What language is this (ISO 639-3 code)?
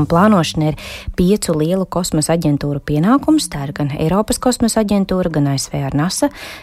lav